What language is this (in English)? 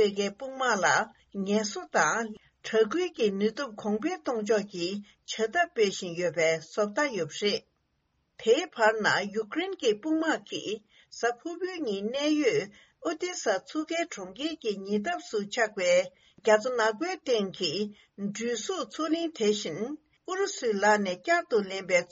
Tibetan